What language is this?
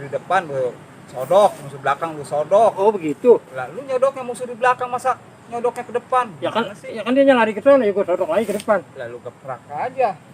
Betawi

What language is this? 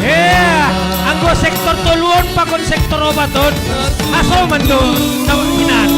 Batak Simalungun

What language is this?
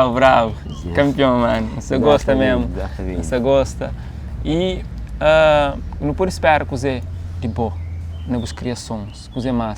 Kabuverdianu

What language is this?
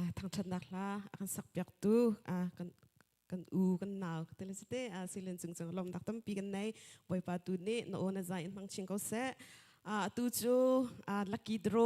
Hakha Chin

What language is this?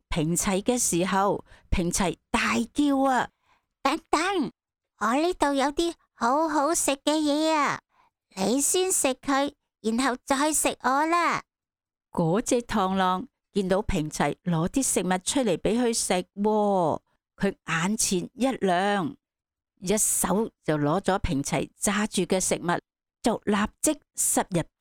Cantonese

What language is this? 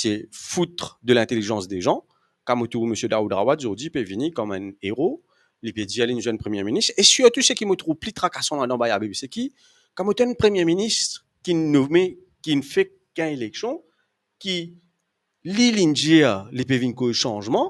Morisyen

